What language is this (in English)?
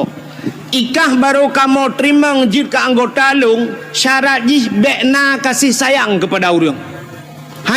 Achinese